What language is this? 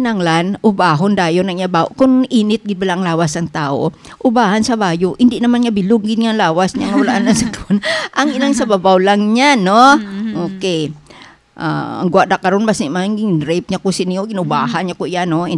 Hiligaynon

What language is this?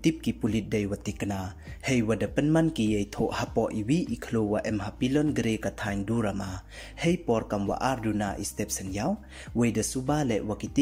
Pnar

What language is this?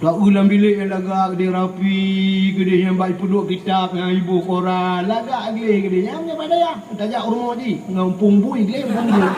Achinese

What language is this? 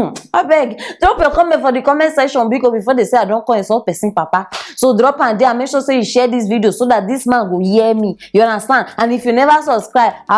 Nigerian Pidgin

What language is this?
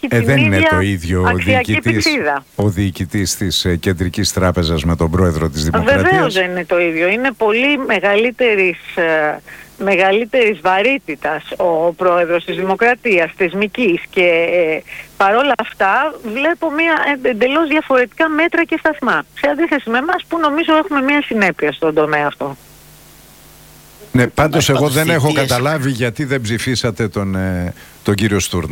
Greek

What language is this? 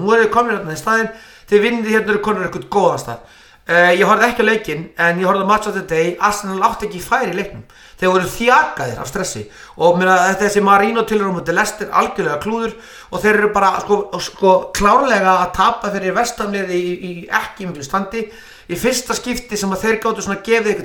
Icelandic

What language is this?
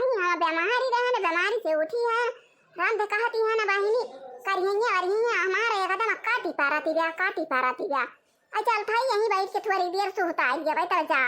Awadhi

